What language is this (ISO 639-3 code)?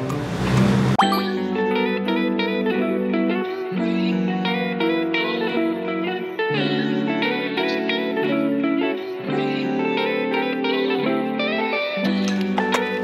zho